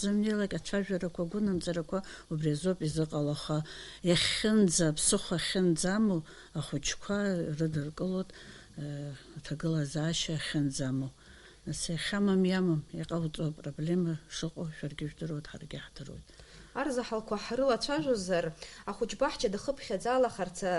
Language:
Abkhazian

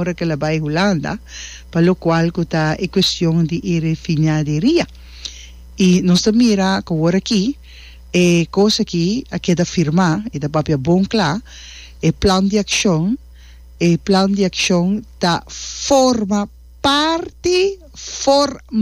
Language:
Papiamento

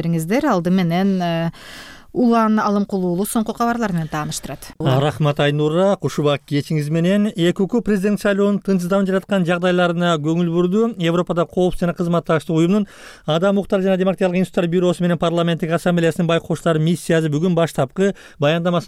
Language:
Kyrgyz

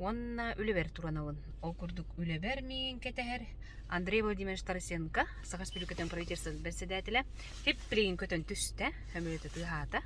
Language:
Yakut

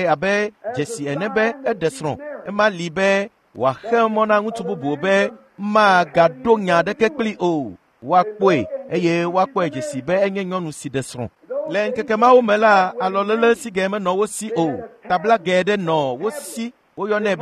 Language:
Ewe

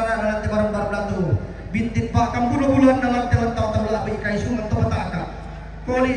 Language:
Toraja-Sa'dan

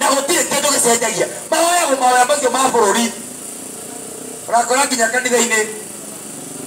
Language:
Kikuyu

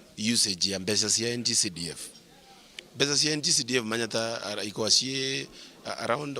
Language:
Meru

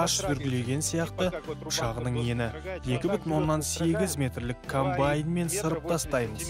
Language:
Kazakh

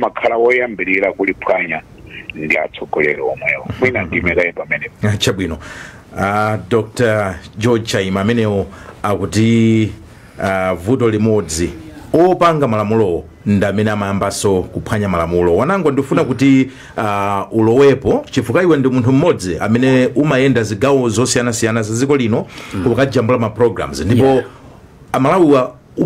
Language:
Nyanja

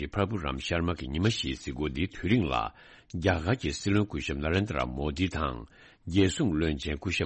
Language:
Tibetan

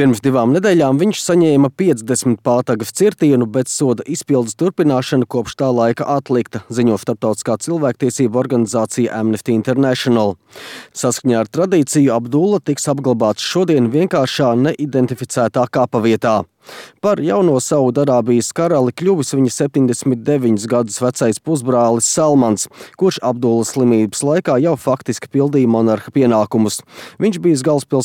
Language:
Latvian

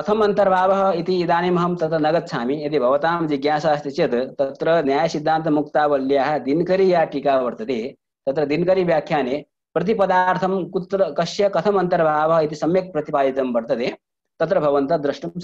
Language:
Sanskrit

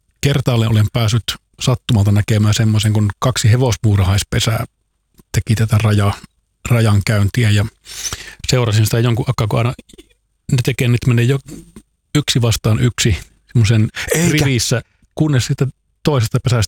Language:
Finnish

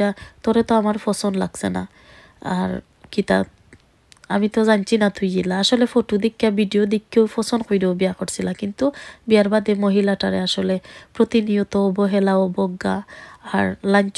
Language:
Sylheti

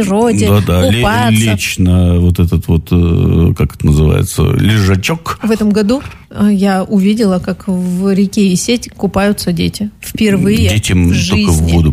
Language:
Russian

